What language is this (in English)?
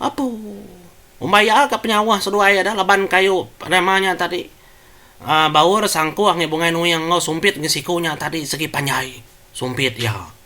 Iban